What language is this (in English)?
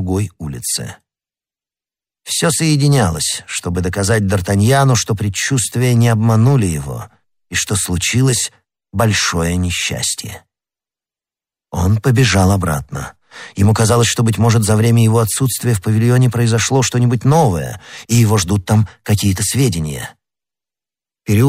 Russian